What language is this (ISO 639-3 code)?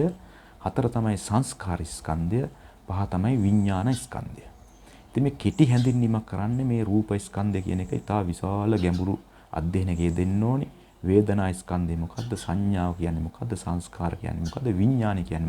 sin